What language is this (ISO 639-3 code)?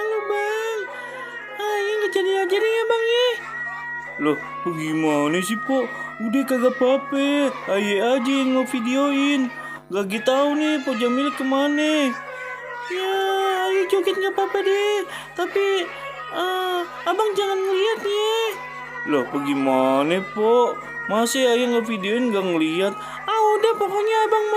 bew